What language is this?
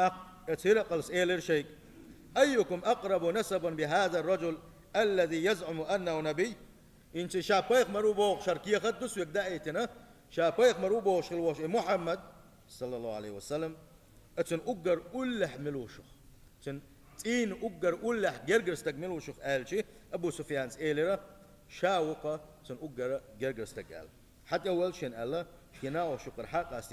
Chechen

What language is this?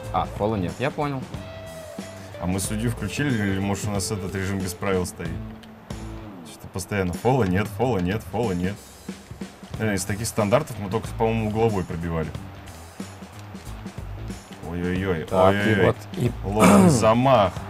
Russian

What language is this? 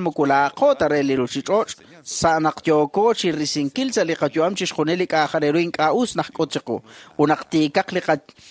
Kekchí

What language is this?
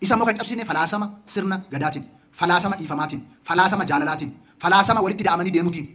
Oromo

